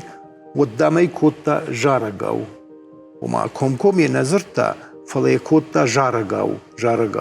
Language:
Ossetic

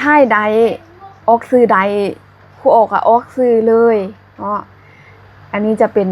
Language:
Lao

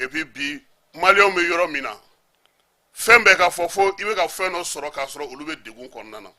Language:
Bambara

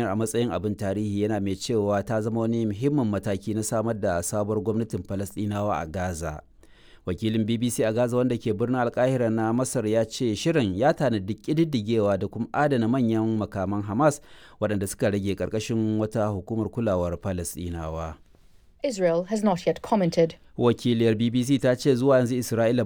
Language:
Hausa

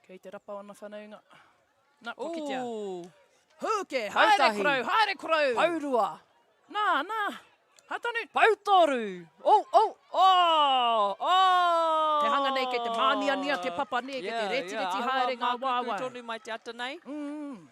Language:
Māori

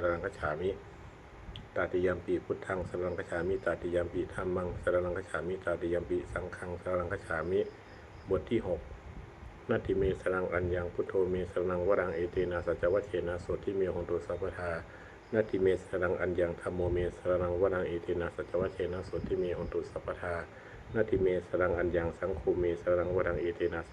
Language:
Pali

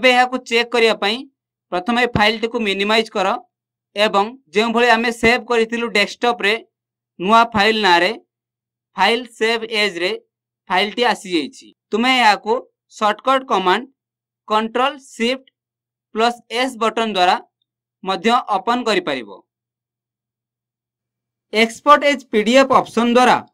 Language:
Odia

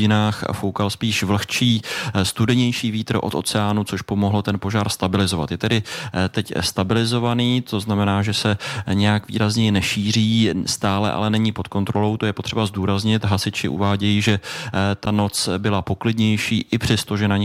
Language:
Czech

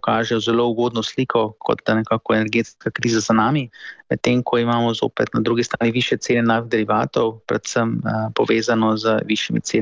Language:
Slovenian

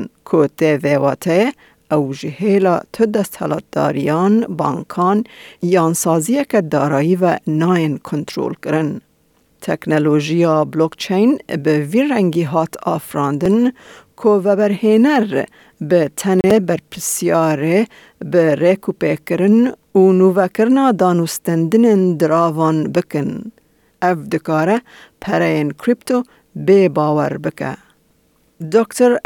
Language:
Kurdish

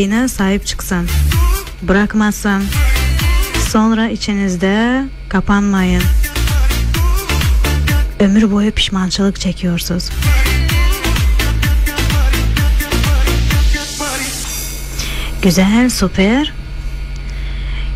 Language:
Turkish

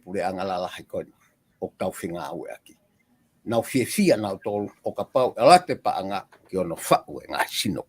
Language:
Tongan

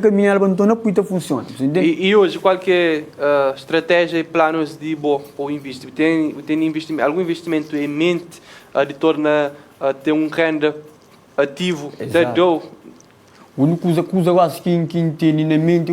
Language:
Kabuverdianu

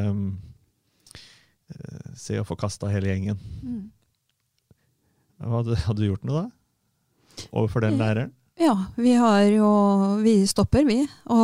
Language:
Norwegian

